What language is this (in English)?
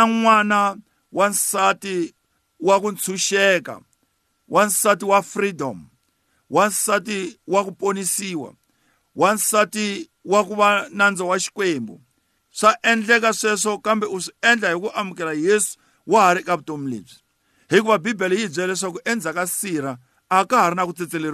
Tsonga